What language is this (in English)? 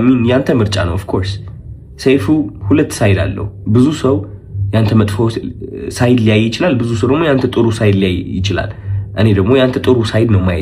Amharic